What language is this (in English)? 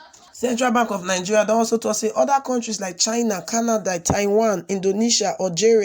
Nigerian Pidgin